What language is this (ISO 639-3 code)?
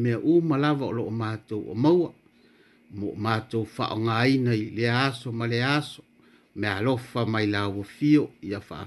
smo